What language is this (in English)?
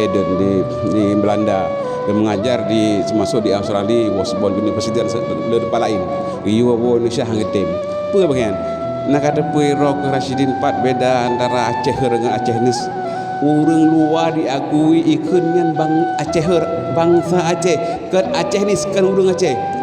Achinese